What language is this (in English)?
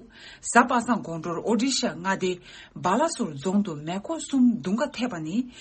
Tibetan